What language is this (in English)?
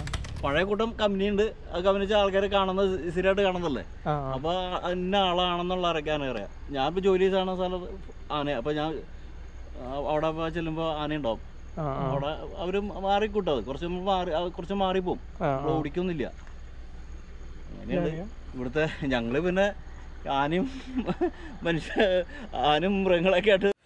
Malayalam